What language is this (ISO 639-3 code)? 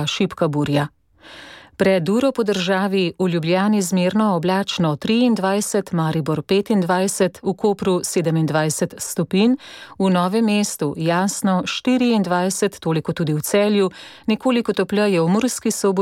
slv